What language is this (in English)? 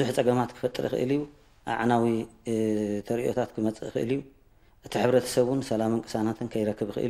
Tigrinya